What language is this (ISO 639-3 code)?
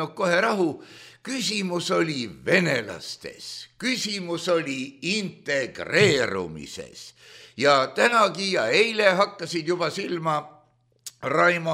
est